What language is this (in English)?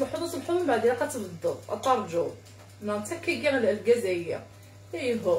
Kabyle